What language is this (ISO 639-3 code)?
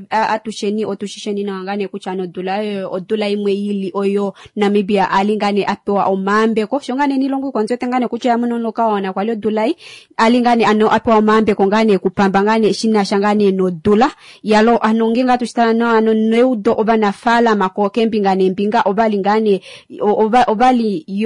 kua